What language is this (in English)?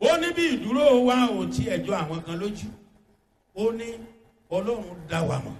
Yoruba